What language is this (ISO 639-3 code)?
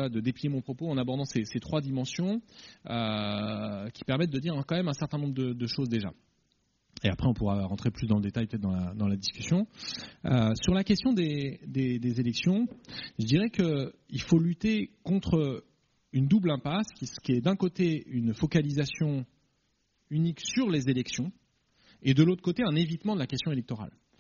fra